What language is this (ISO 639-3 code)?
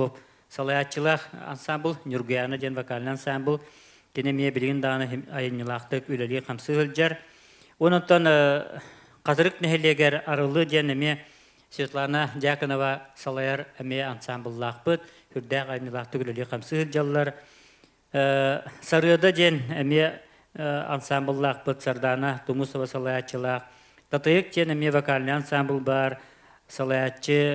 sah